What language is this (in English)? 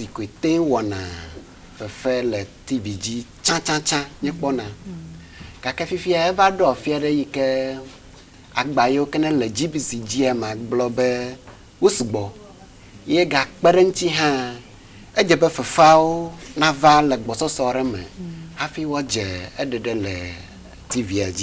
Ewe